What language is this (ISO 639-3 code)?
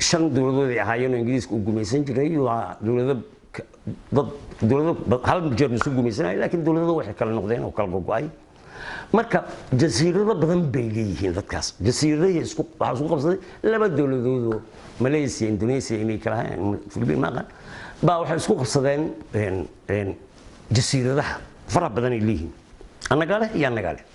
som